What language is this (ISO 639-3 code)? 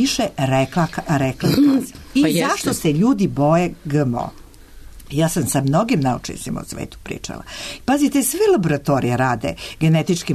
srp